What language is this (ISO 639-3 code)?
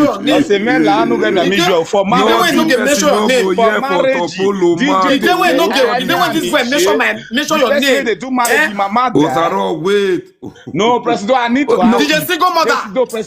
pcm